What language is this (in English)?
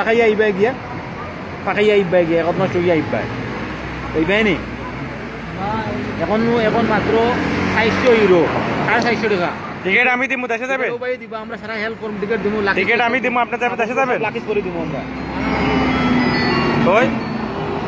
Bangla